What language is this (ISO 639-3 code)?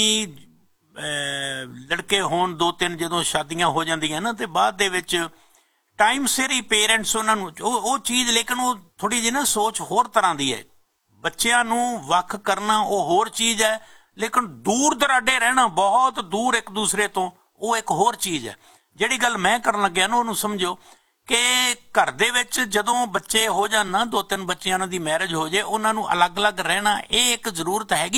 pan